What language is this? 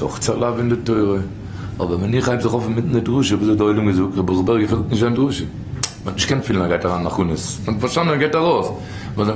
Yiddish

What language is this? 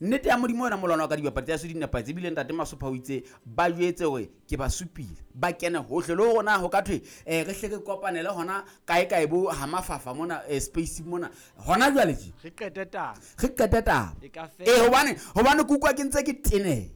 Southern Sotho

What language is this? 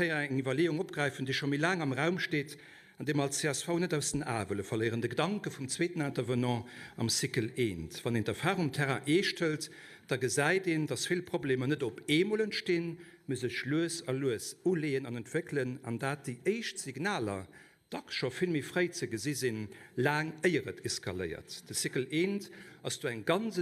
Luxembourgish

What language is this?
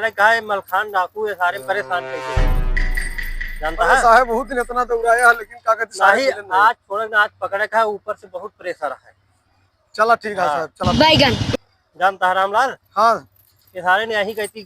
Awadhi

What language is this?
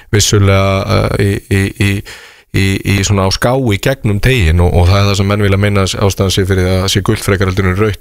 Icelandic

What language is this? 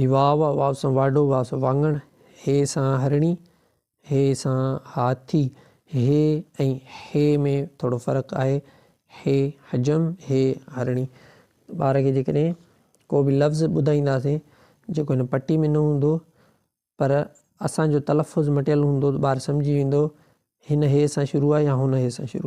Sindhi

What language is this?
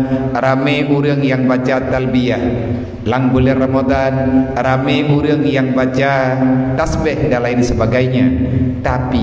Achinese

